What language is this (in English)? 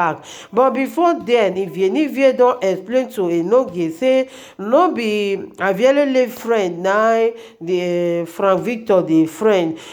Nigerian Pidgin